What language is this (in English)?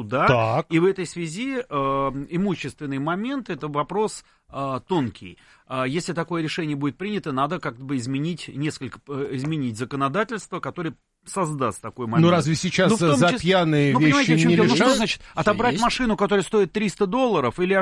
Russian